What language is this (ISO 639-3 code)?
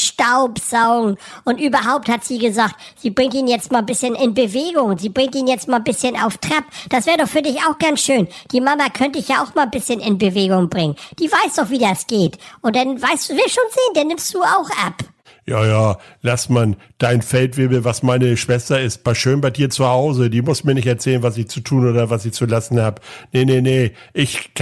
deu